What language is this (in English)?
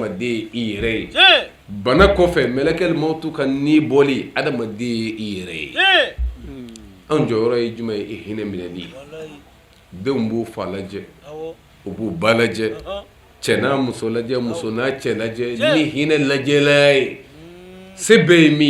Bambara